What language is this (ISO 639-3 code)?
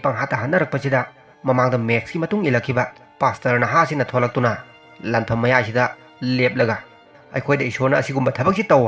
mni